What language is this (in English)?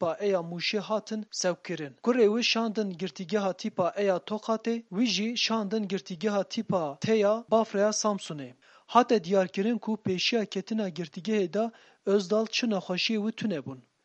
Kurdish